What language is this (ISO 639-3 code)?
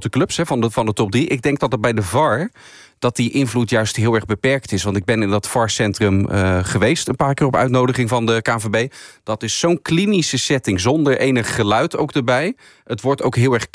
nld